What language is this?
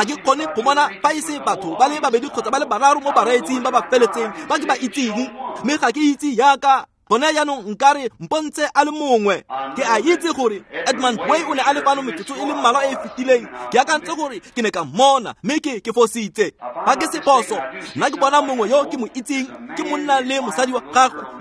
Tswana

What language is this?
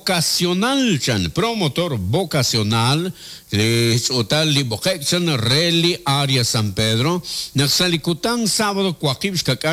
Kekchí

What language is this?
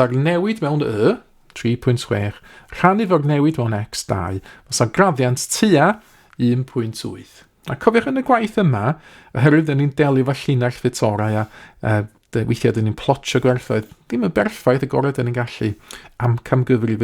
Welsh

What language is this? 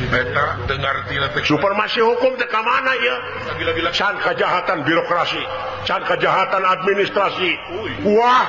Sundanese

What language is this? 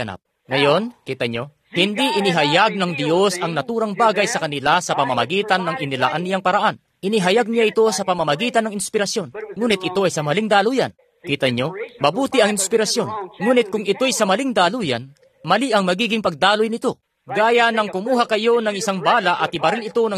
Filipino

